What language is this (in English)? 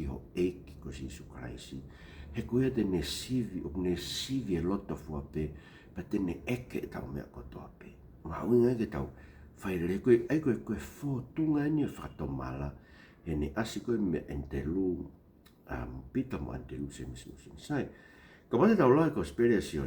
Tongan